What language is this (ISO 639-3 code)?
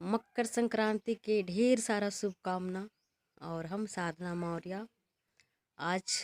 bho